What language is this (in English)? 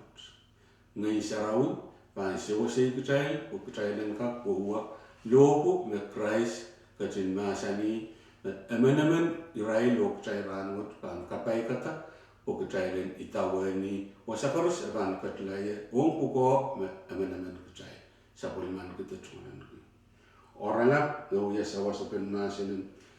Pohnpeian